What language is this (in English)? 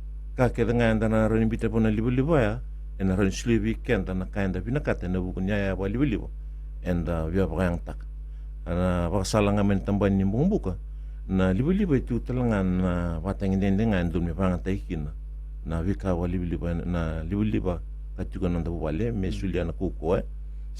Fijian